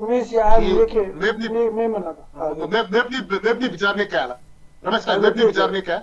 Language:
Newari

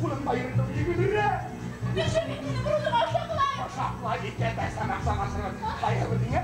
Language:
Bashkir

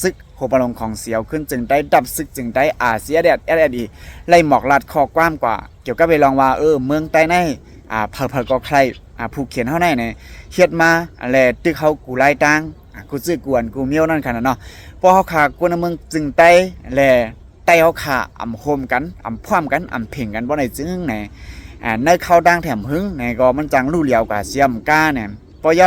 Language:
Shan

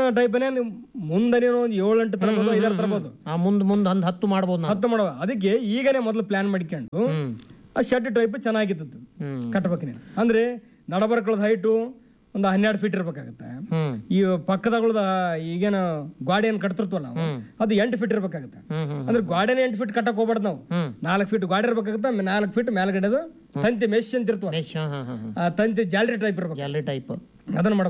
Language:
Kannada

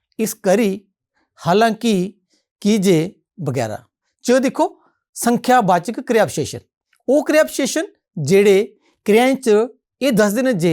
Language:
Dogri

